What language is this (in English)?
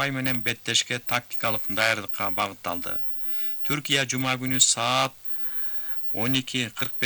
Kyrgyz